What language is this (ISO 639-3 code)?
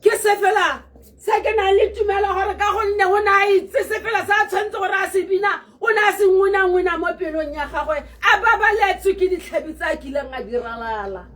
tsn